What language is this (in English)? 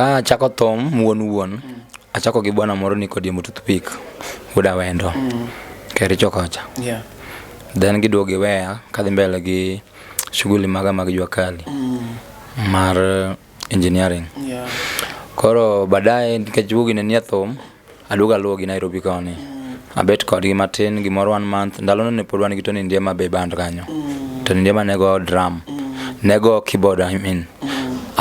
Luo (Kenya and Tanzania)